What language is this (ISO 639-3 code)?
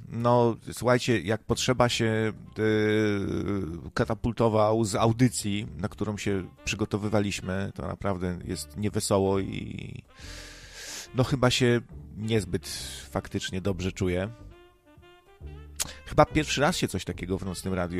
pol